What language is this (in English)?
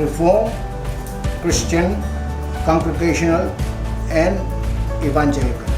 Pohnpeian